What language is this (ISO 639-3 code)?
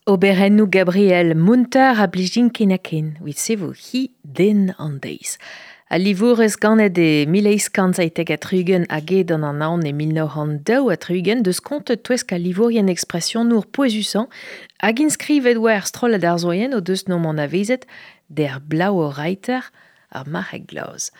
bre